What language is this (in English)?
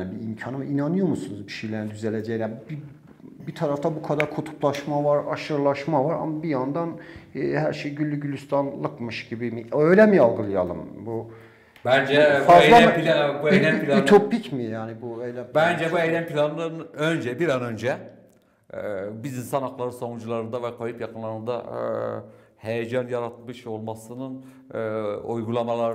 Turkish